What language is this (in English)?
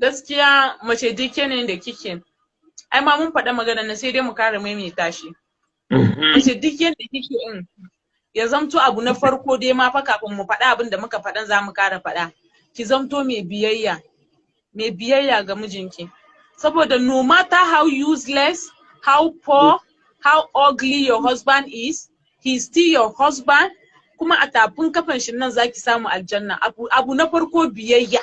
Hausa